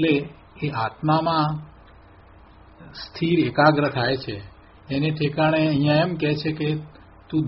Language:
Gujarati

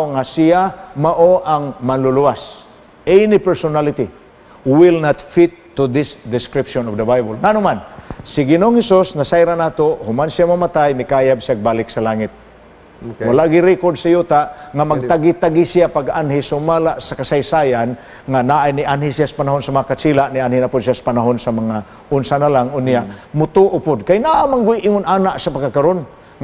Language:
Cebuano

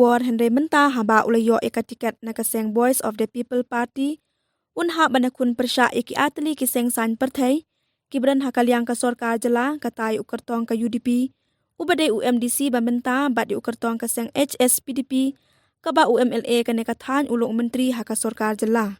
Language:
Khasi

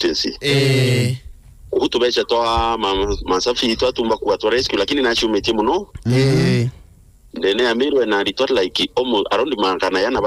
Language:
Meru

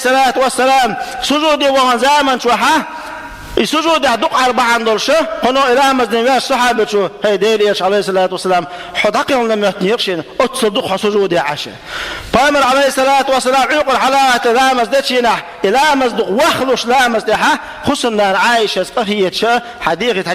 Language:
Chechen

